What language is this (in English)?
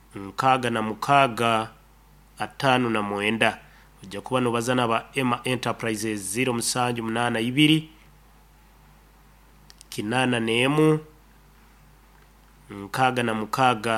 Nyoro